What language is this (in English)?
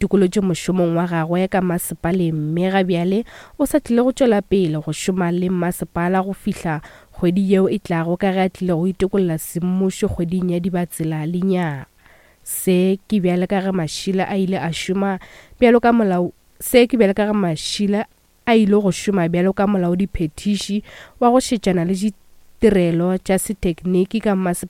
Northern Sotho